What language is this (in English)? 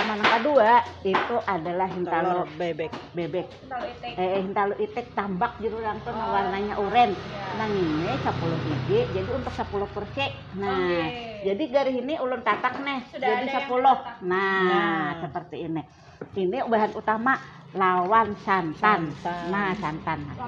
Banjar